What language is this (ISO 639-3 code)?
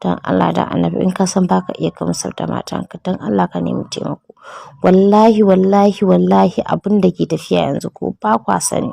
hau